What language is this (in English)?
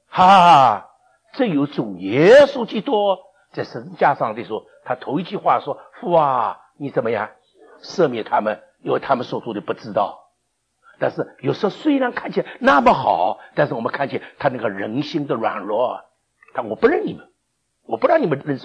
Chinese